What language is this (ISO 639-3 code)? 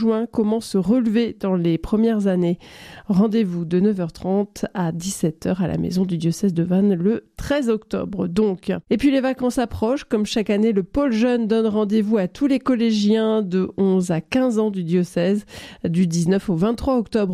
fra